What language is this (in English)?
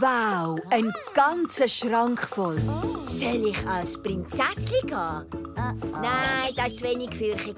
Swiss German